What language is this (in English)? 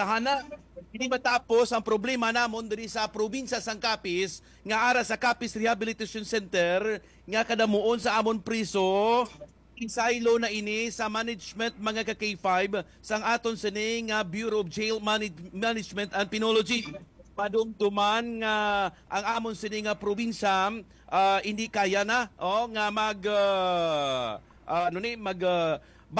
Hiligaynon